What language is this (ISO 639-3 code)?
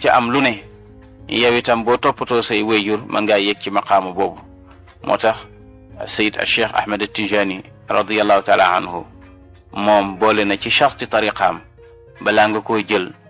wol